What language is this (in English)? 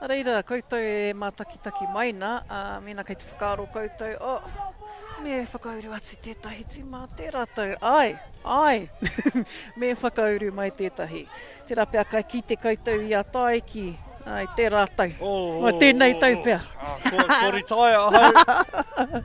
Māori